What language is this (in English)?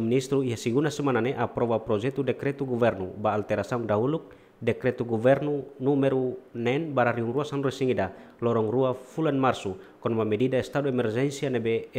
Tetum